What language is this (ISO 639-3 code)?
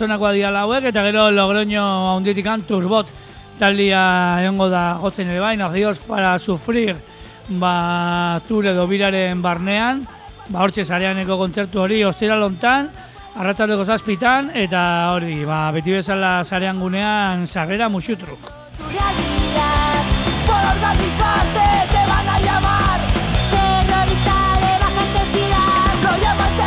eus